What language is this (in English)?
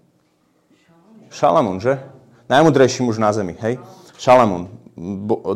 Slovak